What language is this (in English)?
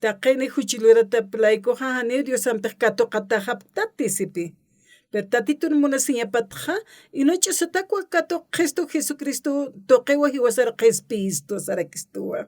Aymara